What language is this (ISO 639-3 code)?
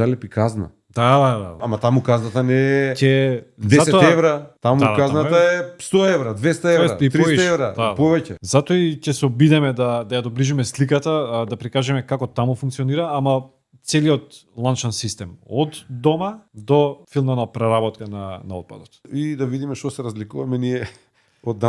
mkd